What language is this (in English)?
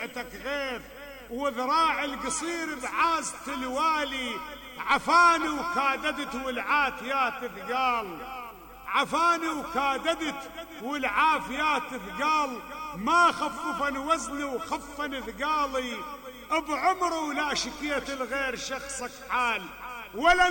Mesopotamian Arabic